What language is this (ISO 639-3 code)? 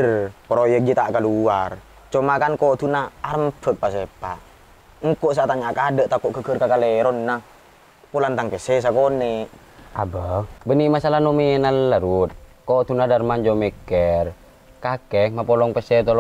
mad